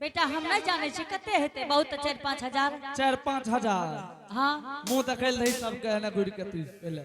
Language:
Angika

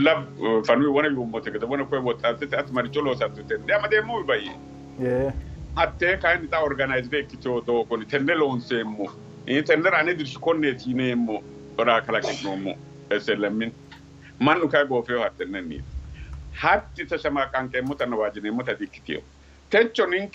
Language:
Sidamo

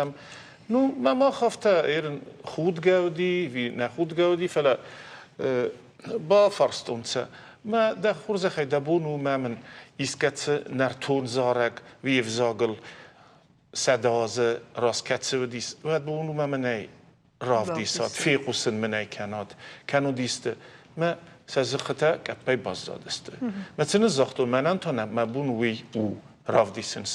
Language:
Ossetic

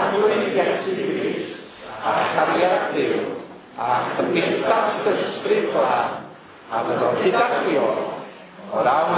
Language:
Welsh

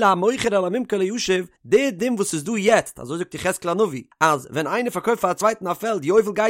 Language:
Yiddish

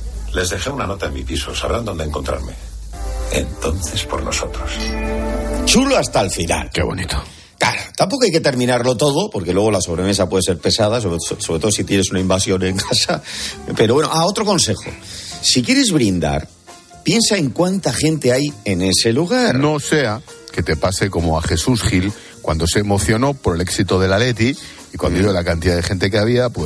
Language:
Spanish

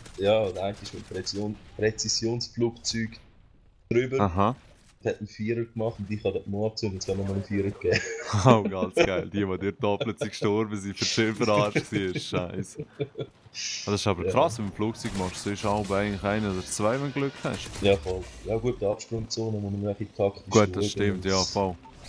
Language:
Swiss German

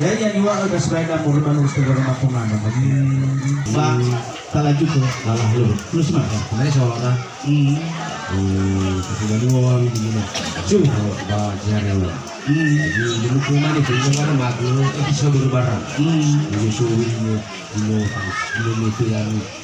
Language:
Nias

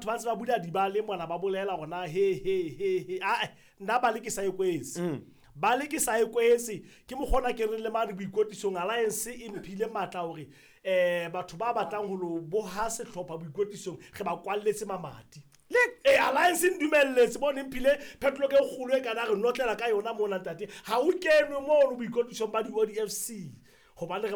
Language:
Southern Sotho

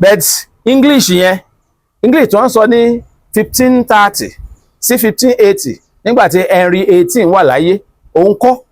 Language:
Yoruba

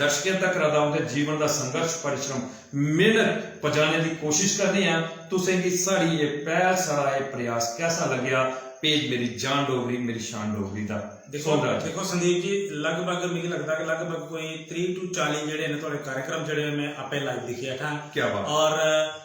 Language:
Dogri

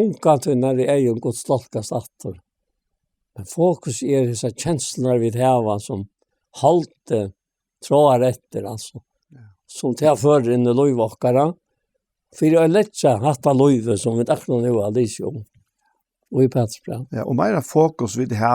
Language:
Faroese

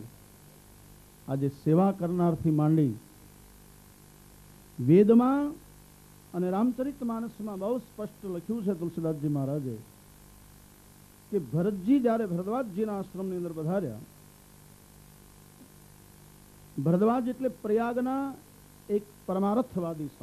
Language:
Gujarati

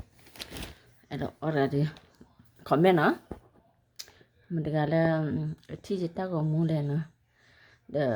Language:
S'gaw Karen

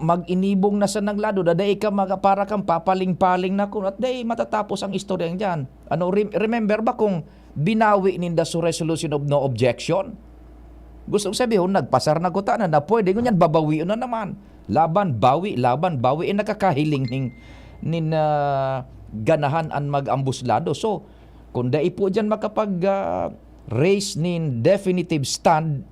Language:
Bikol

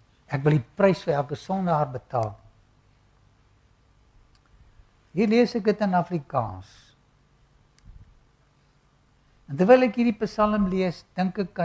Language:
Afrikaans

